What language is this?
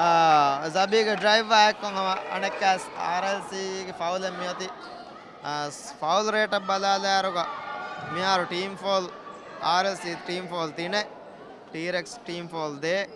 Divehi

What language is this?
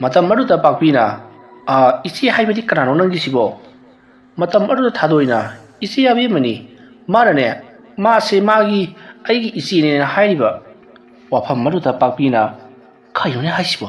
Manipuri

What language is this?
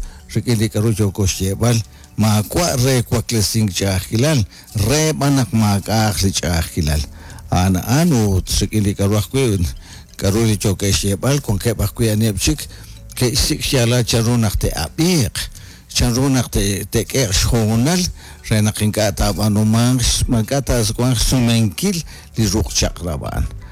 Kekchí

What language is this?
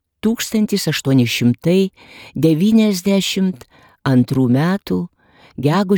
Lithuanian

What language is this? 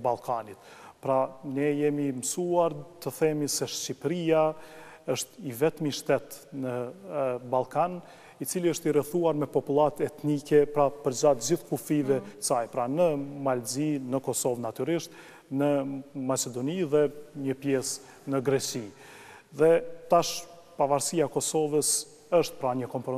Albanian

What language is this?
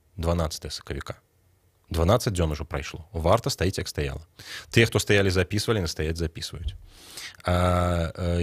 Belarusian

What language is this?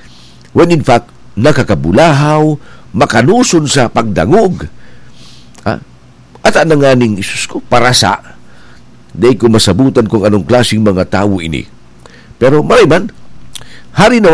Bikol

